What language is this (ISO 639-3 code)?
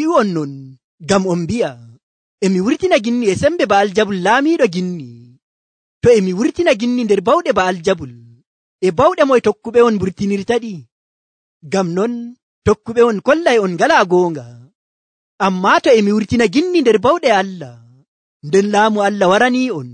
fuv